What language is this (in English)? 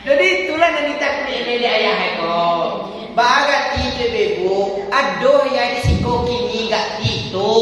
Minangkabau